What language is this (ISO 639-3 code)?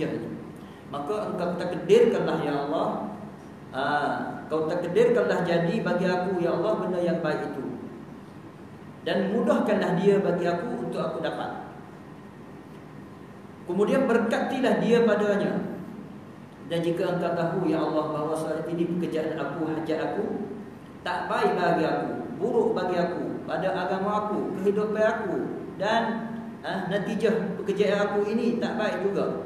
msa